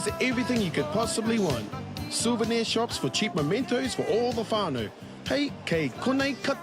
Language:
Māori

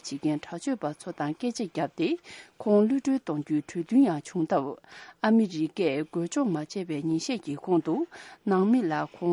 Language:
Tibetan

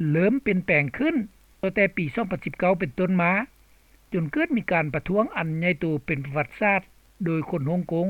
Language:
Lao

